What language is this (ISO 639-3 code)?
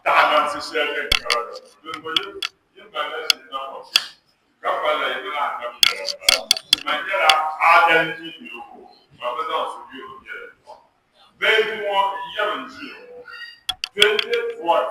dag